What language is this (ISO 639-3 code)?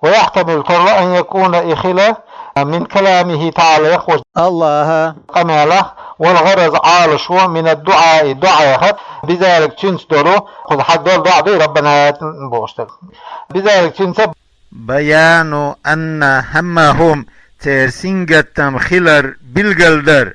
che